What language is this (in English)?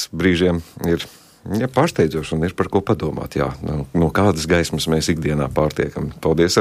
Latvian